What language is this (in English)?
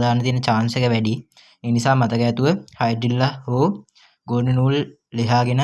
Sinhala